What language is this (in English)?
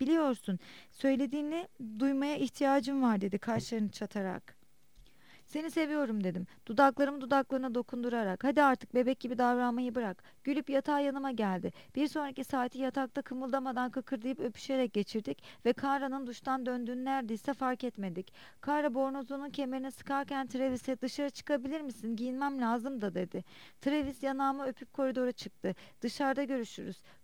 Turkish